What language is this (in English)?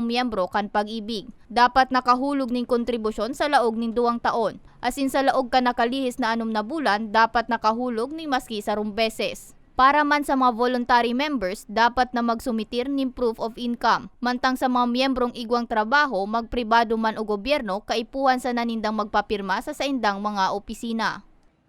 Bikol